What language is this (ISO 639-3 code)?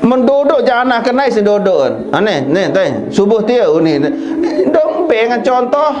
sas